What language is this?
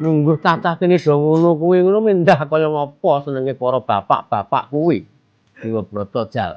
Javanese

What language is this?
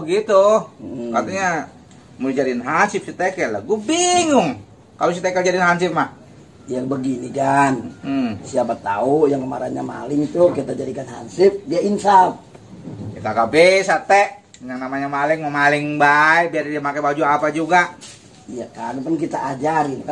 Betawi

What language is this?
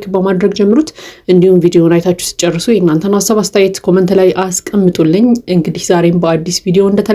Amharic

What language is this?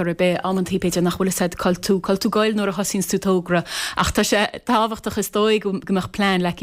Irish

